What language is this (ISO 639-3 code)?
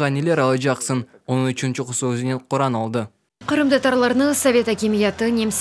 crh